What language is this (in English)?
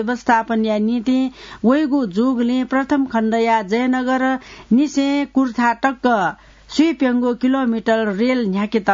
Newari